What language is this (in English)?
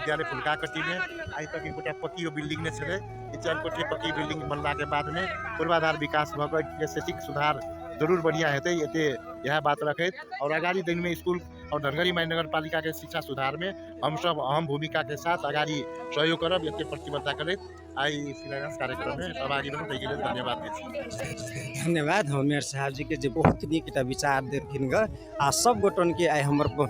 Maithili